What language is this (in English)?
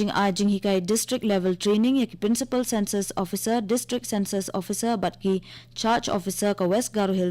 Khasi